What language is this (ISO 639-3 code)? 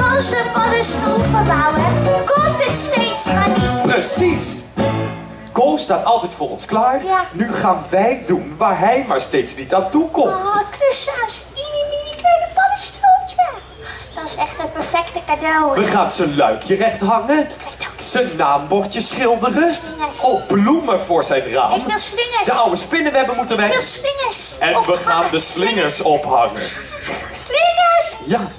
nld